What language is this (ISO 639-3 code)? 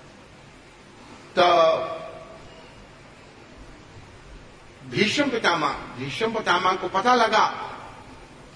hin